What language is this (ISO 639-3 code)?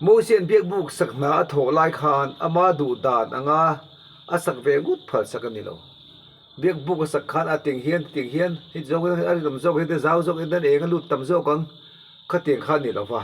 lus